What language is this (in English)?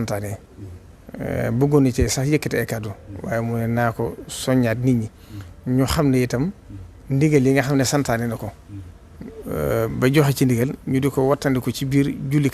Wolof